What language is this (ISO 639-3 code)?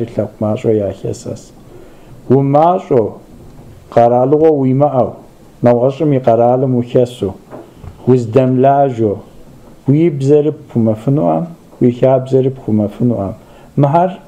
kbd